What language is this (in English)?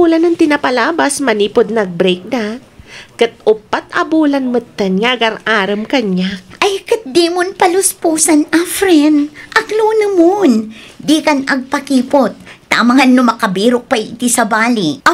Iloko